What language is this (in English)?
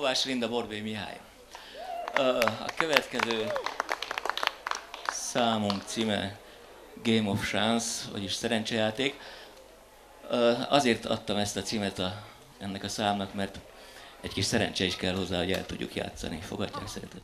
Hungarian